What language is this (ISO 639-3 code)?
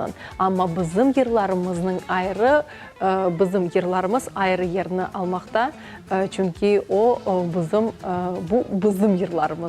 crh